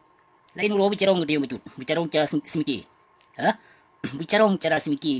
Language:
Achinese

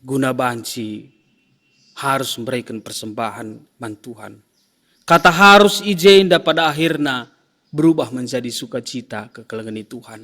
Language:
Batak Karo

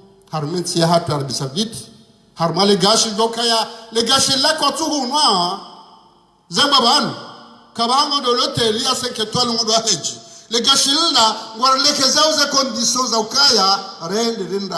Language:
Ngazidja Comorian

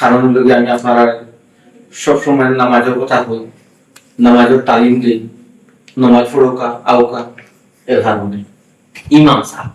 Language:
Sylheti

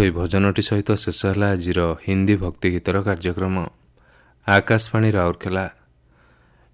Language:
Odia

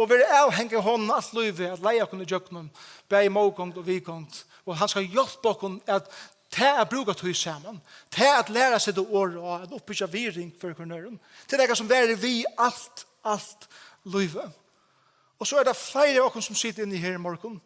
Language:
Faroese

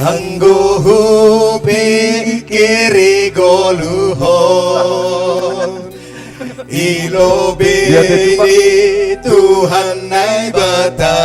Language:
Batak Simalungun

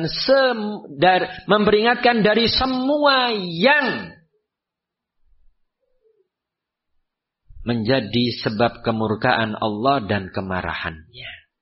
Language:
Indonesian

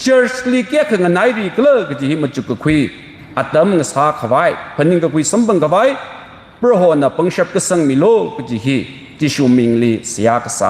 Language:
Tangkhul Naga (India)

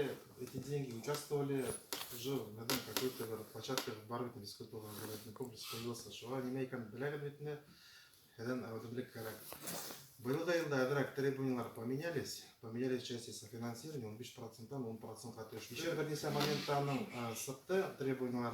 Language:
Bashkir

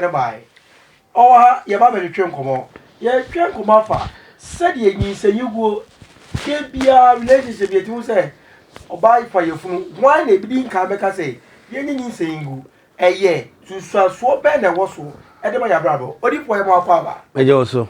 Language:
Akan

